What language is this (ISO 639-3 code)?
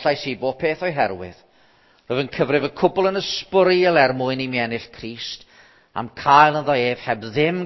cym